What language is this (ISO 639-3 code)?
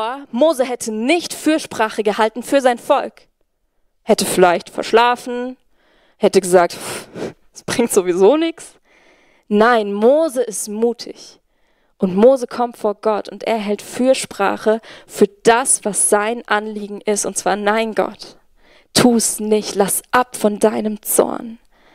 gsw